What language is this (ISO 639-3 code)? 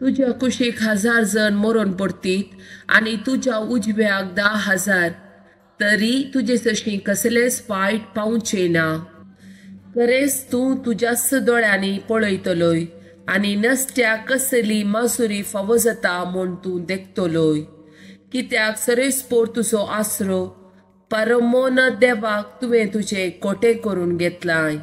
kok